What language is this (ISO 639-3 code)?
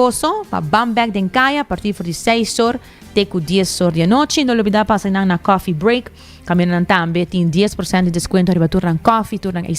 pap